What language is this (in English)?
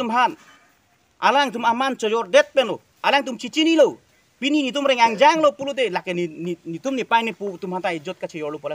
Karbi